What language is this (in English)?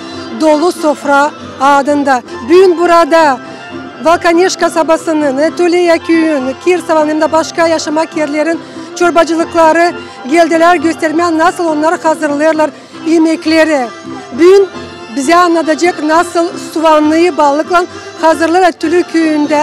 Gagauz